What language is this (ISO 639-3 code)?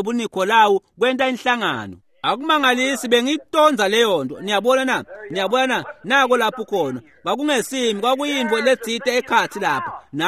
ssw